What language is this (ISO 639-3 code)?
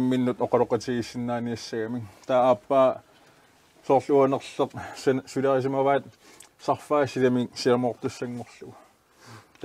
kal